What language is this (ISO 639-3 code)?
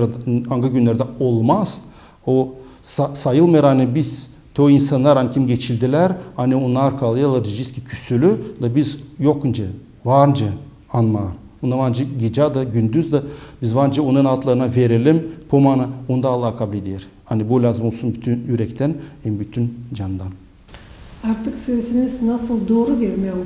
gag